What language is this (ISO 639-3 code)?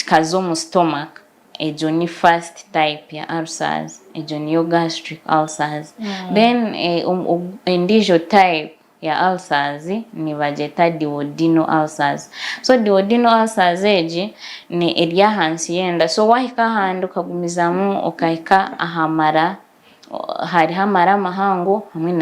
nyn